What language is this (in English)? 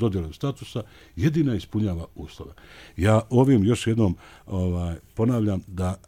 Bosnian